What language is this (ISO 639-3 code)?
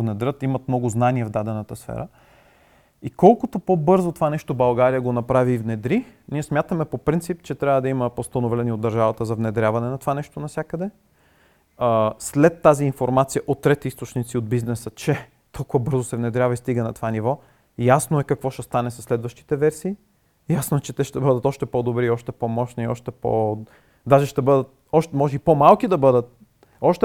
bul